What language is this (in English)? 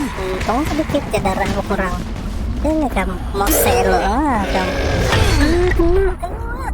Banjar